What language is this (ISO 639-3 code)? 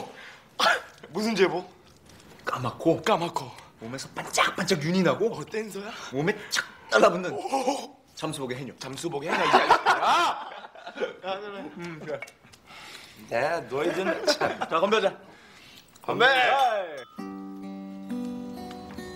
kor